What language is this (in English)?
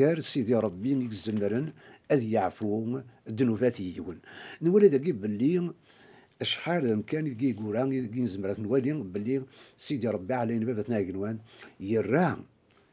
Kabyle